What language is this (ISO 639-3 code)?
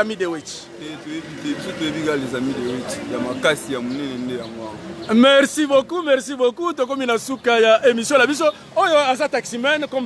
lin